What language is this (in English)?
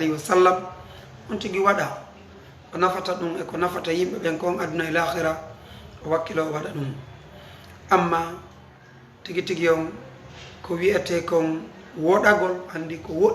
Fula